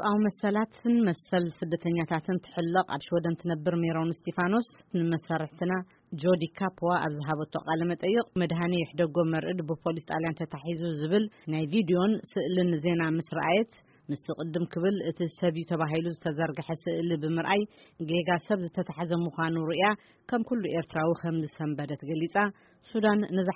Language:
Tigrinya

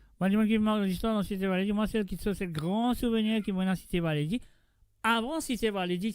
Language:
Morisyen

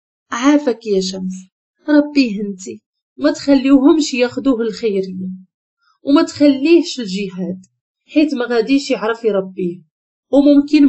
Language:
Moroccan Arabic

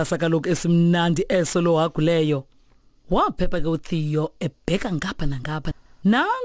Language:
Xhosa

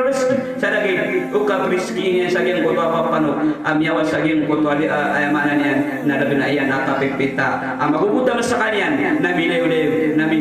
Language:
Maranao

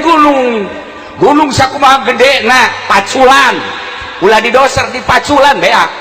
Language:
Sundanese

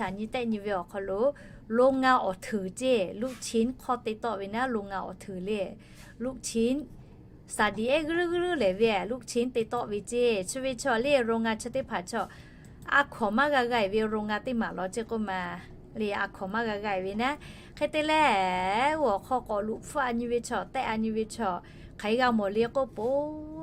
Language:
Lahu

